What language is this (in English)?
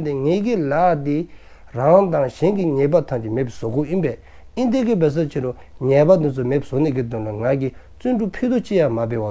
Dzongkha